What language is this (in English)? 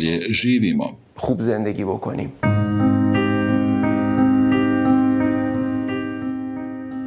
Bosnian